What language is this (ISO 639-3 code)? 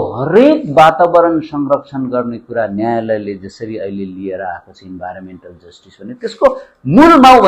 nep